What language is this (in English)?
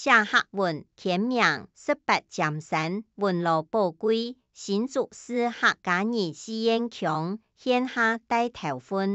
Hakka Chinese